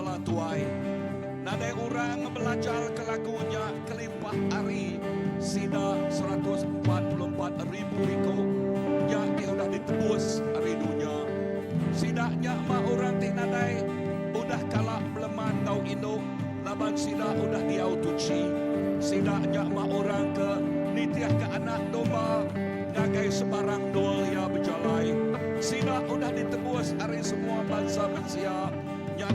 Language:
Iban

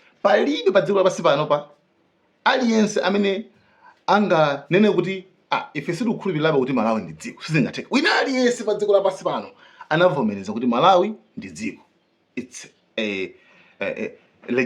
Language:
Nyanja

